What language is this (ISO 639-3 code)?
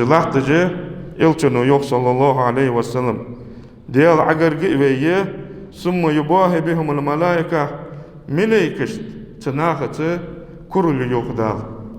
inh